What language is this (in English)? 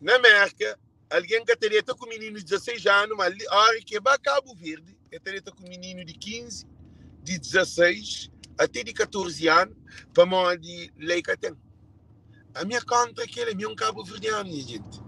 Kabuverdianu